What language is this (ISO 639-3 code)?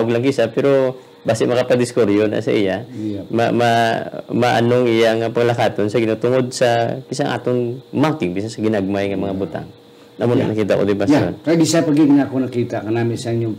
hil